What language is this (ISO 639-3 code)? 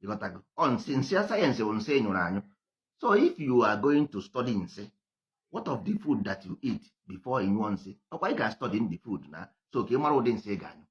ibo